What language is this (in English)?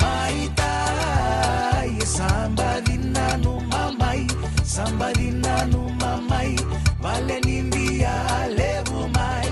Fijian